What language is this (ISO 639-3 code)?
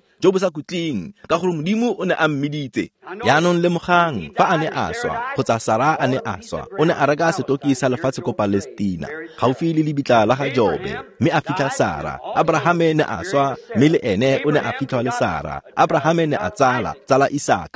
tsn